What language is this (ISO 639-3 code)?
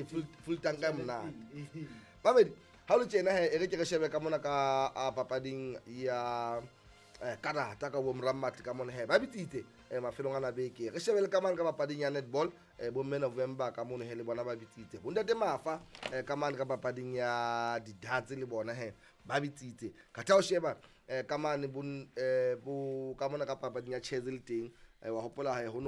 sot